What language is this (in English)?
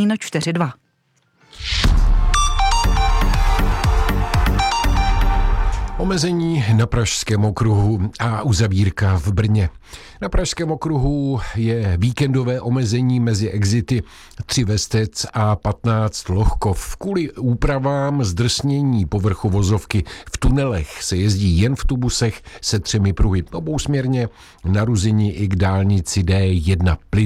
Czech